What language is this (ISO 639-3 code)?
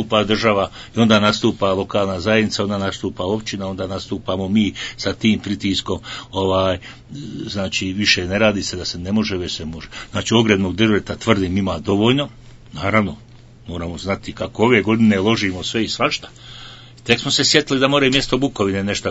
bos